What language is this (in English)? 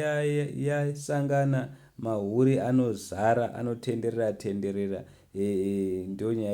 Shona